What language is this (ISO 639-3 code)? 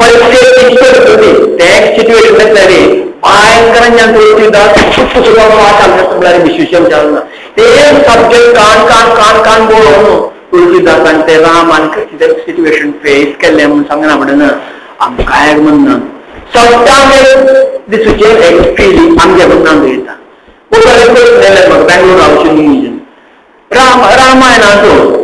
kok